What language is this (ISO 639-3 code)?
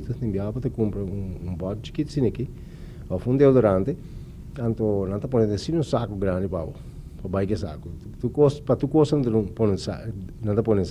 pap